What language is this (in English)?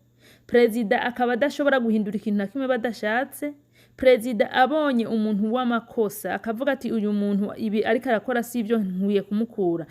Rundi